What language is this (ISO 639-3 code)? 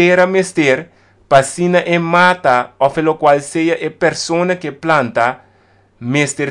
pap